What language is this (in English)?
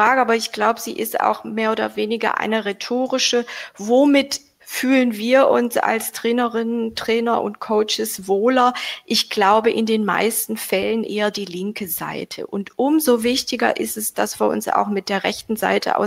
German